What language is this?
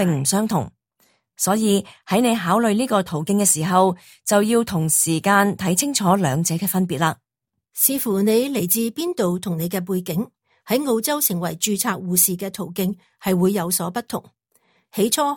Cantonese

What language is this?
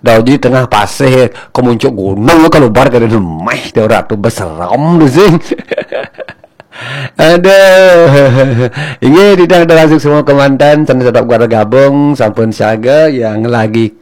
Balinese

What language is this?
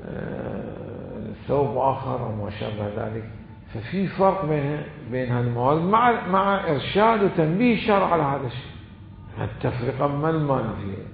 Mesopotamian Arabic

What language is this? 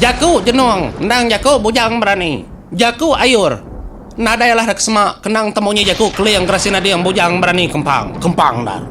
Iban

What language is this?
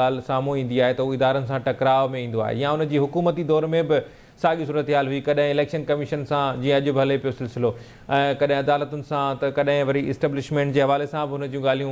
Sindhi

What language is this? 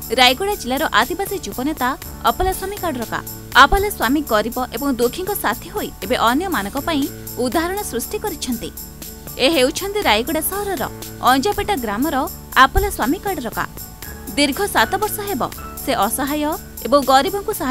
Odia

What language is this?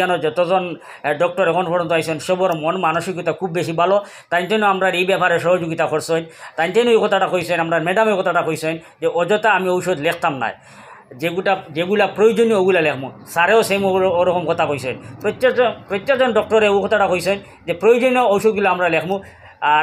Sylheti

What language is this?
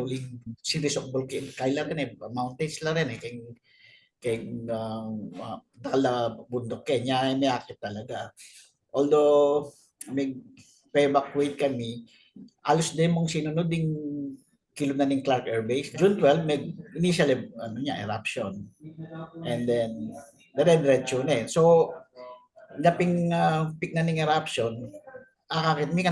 Pampanga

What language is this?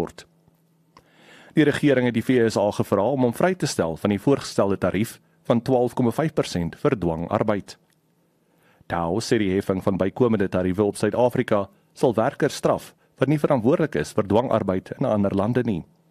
Afrikaans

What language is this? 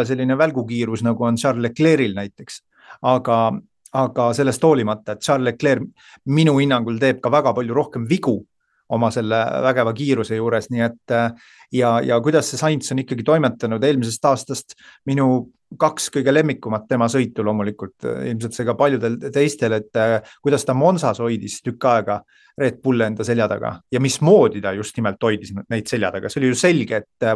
Estonian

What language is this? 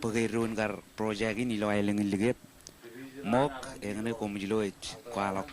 Marshallese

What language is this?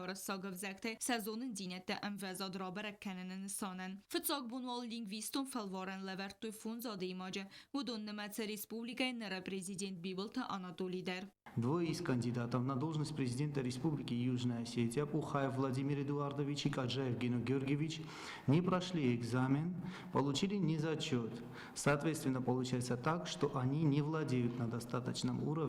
Ossetic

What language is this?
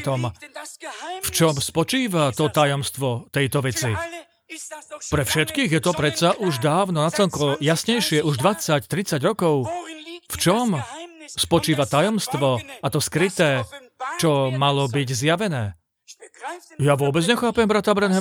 Slovak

